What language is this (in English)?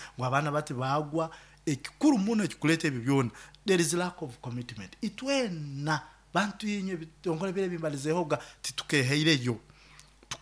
Nyoro